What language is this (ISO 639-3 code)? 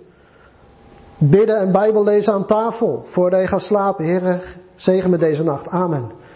nld